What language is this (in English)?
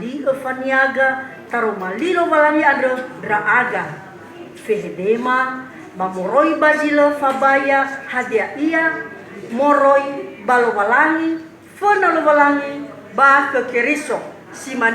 Nias